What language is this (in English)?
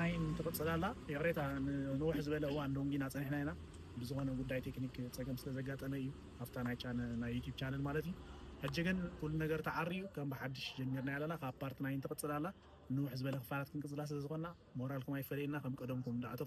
Tigrinya